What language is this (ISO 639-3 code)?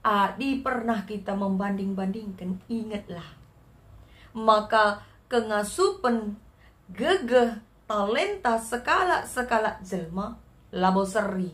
btx